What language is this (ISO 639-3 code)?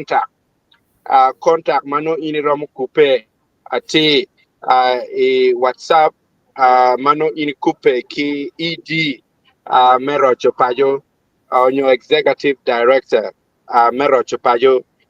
ach